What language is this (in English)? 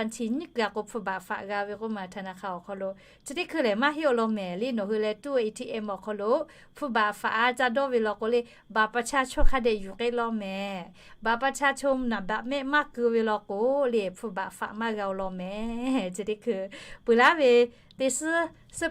Lahu